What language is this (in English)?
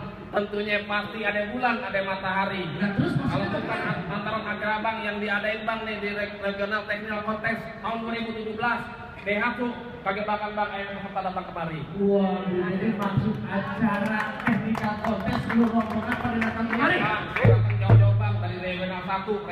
Betawi